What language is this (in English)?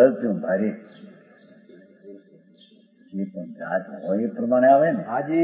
Gujarati